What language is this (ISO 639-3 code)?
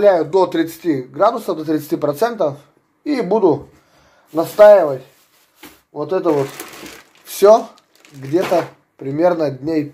rus